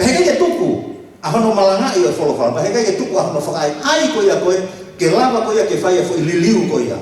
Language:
Tongan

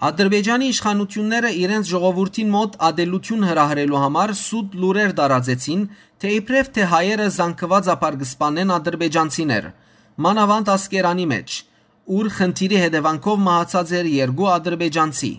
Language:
Western Armenian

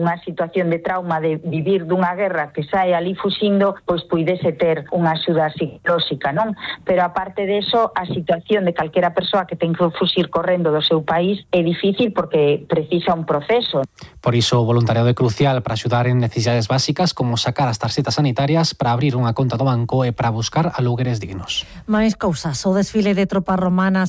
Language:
Galician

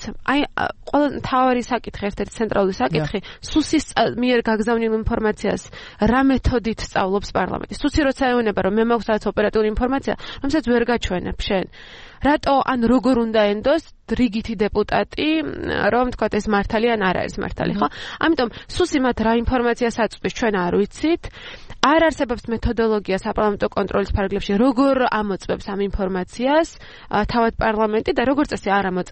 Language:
Georgian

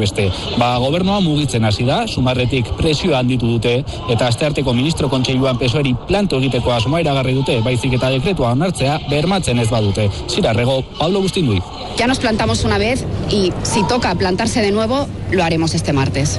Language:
Basque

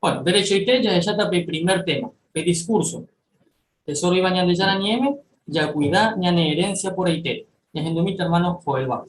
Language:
Guarani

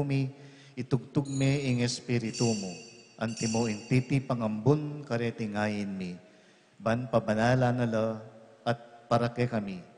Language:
Pampanga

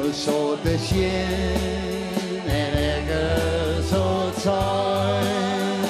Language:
Western Frisian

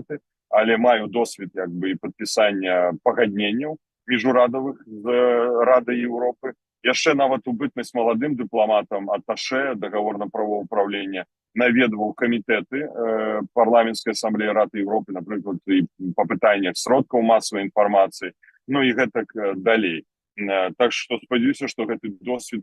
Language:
Belarusian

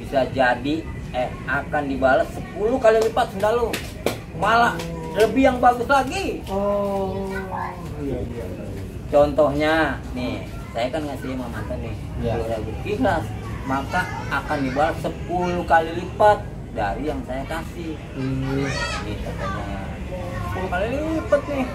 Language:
Betawi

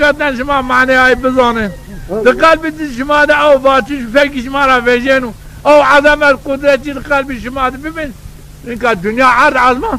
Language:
Zaza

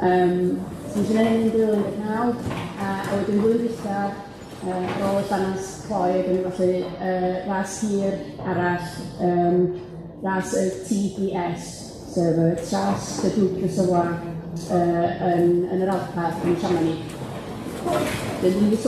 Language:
Welsh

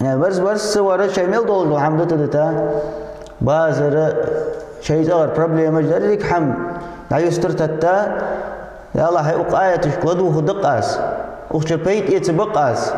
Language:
Ingush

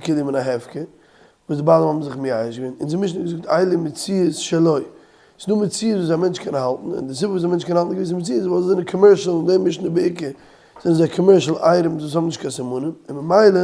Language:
Yiddish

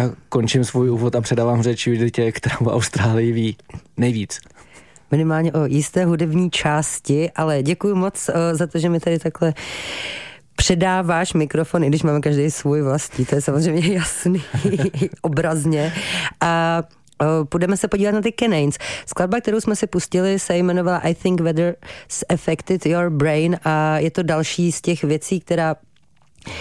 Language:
Czech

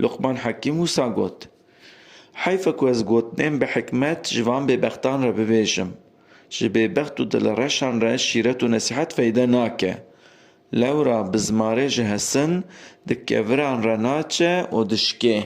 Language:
Kurdish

